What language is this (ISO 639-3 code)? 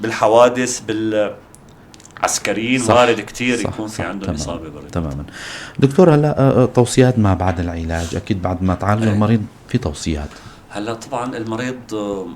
apc